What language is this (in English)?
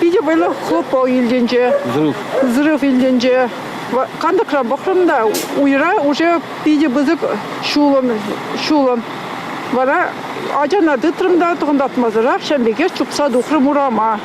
Chuvash